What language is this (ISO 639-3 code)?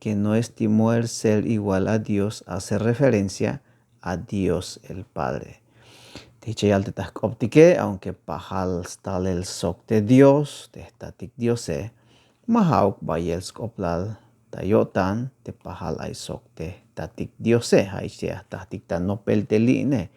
tzh